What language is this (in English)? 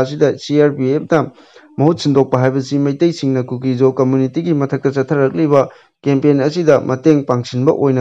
Manipuri